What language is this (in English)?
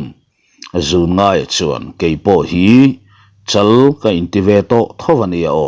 Mizo